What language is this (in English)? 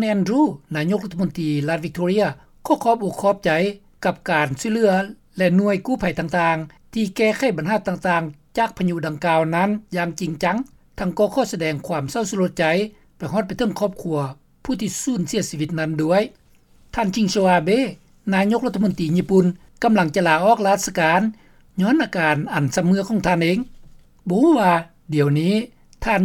Lao